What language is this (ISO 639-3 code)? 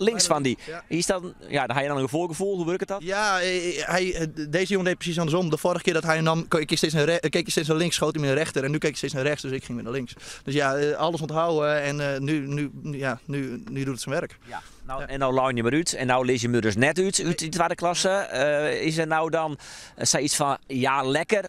fry